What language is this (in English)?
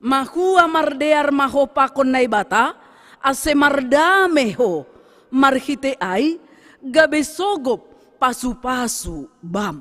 Batak Simalungun